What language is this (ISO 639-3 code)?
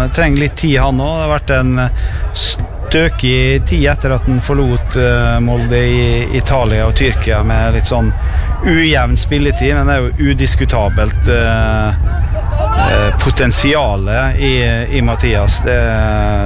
nor